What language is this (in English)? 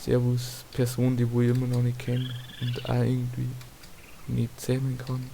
Bavarian